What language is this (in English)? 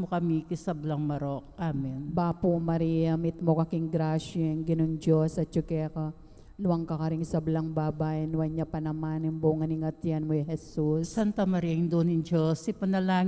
Pampanga